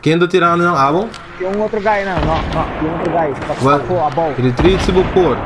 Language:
Papiamento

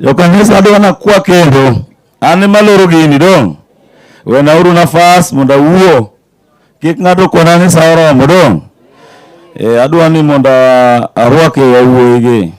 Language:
Luo (Kenya and Tanzania)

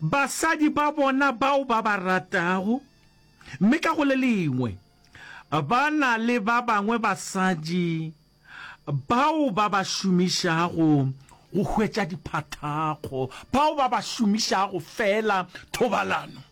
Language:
Northern Sotho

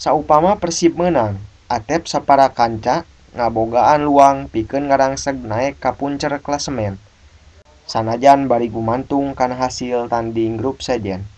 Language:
Sundanese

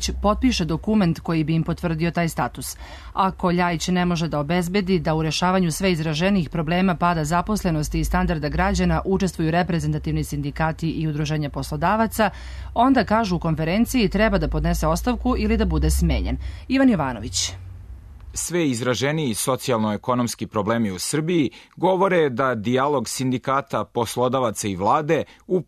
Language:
Serbian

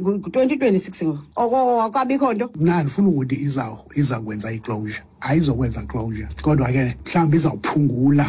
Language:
Xhosa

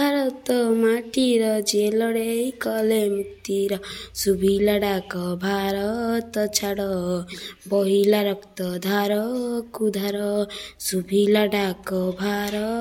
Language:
Odia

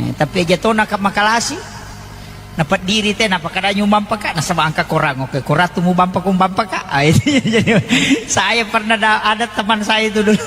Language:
Buginese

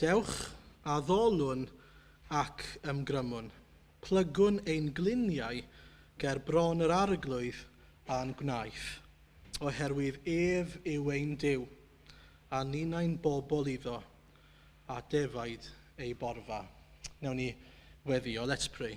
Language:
Welsh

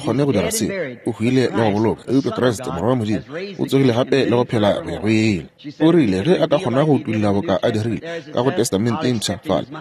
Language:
Northern Sotho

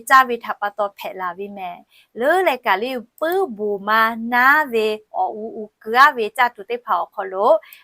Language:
Lahu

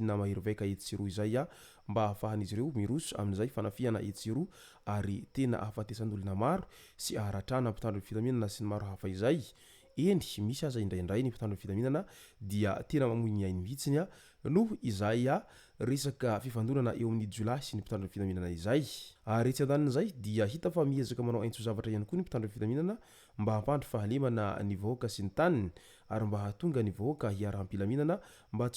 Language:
Malagasy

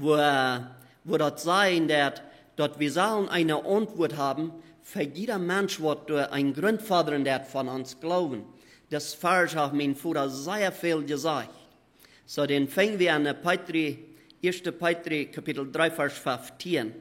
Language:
Plautdietsch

